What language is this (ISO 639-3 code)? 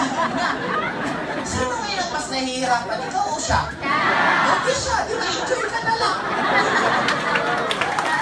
fil